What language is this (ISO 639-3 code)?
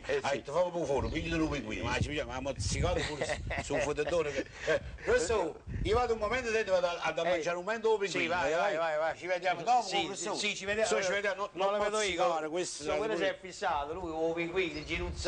nap